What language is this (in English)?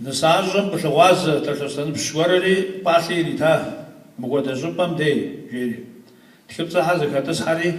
Kabardian